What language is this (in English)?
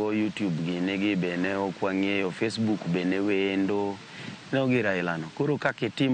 Luo (Kenya and Tanzania)